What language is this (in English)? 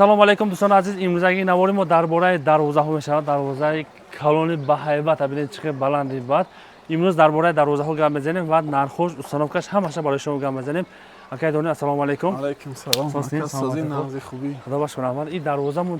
Tajik